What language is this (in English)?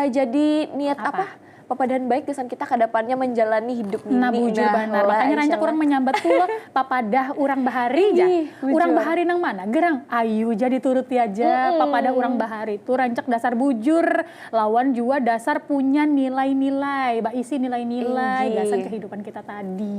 Banjar